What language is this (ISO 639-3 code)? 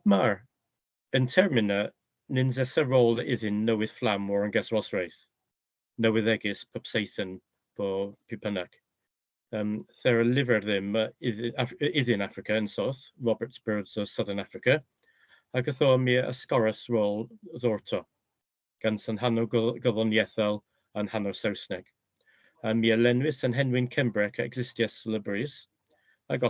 cor